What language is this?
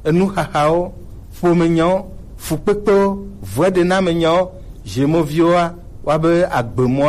Gen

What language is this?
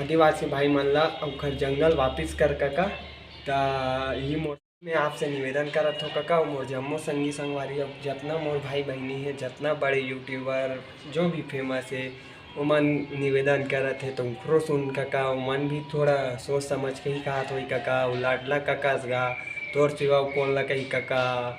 Chhattisgarhi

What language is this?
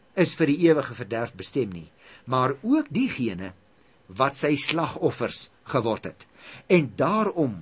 Afrikaans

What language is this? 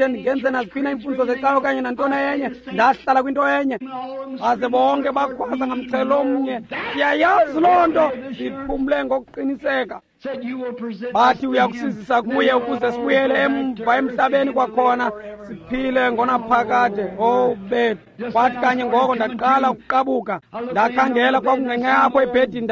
Xhosa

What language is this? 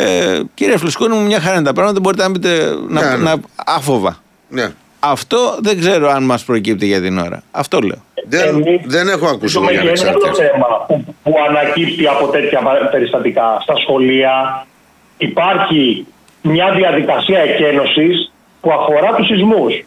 Greek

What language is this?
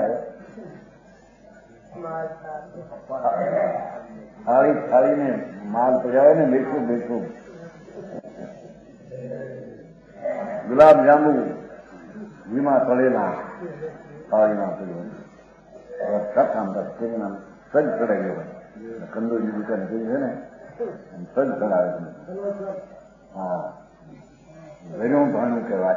Gujarati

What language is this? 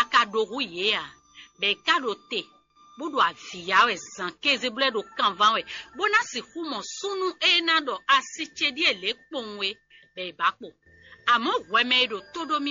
Fon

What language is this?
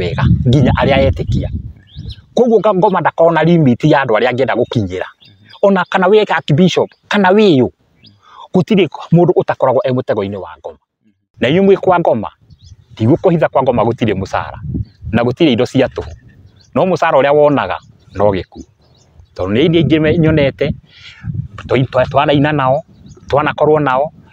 Kikuyu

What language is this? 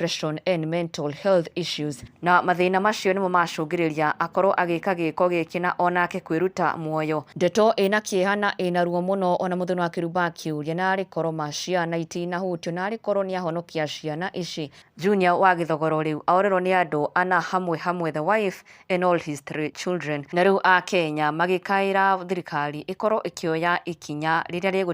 Kikuyu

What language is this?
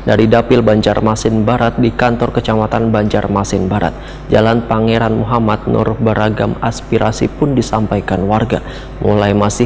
Banjar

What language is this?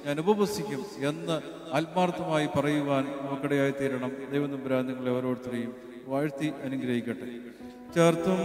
Malayalam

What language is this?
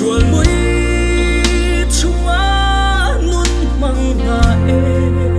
Hakha Chin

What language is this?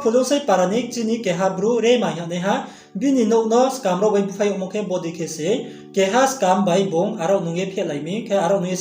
Riang (India)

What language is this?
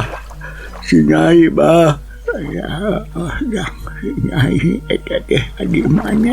Sundanese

